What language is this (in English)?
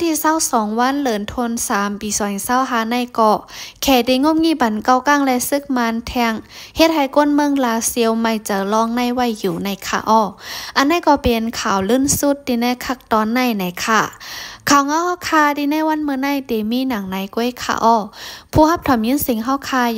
Shan